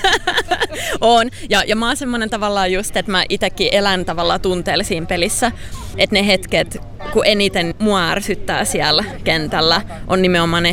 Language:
Finnish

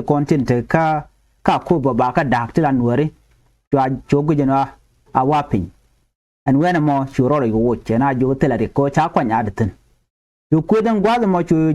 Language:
Nuer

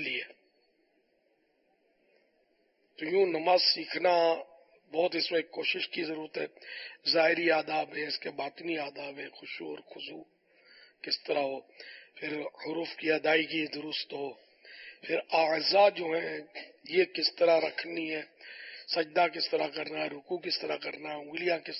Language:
Urdu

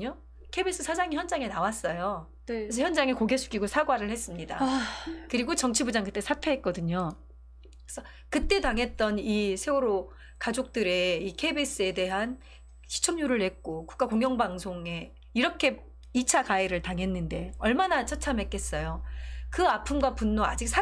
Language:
Korean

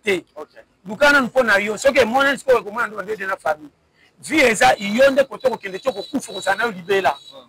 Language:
Lingala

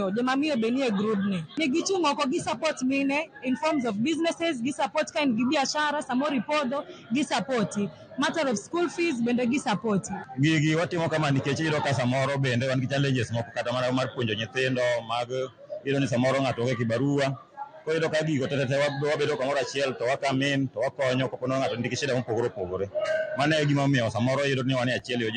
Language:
Luo (Kenya and Tanzania)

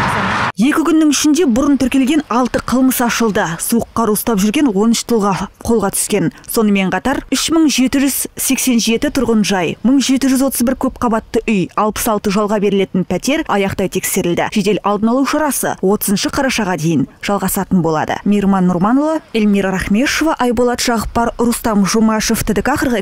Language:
Kazakh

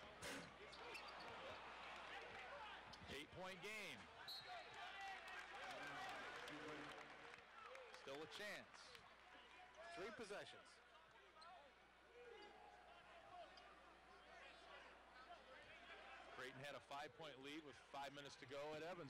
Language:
English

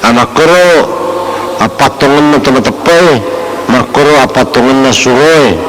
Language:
Buginese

